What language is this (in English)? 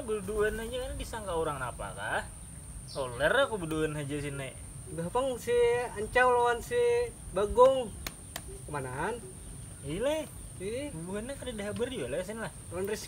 Banjar